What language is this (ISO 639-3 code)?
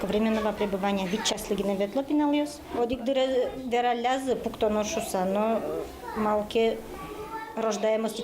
udm